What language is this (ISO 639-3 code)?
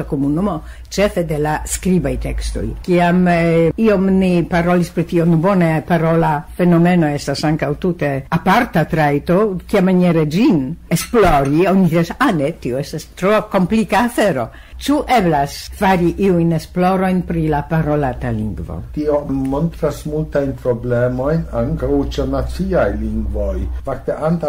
epo